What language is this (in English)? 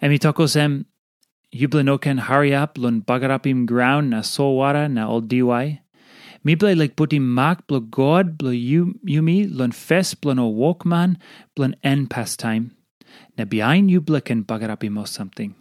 Tok Pisin